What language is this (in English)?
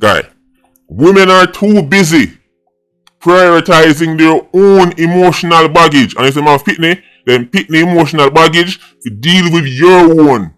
Jamaican Creole English